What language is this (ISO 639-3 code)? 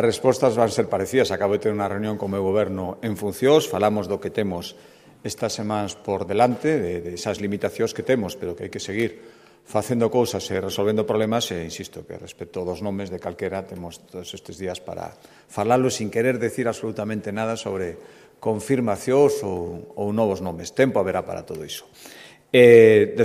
glg